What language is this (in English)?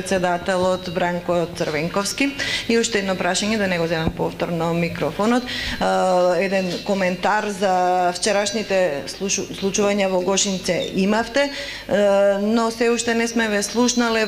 Macedonian